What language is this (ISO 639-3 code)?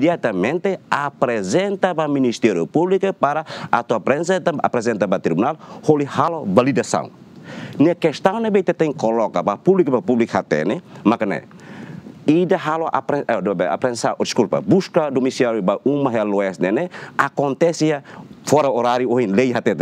tet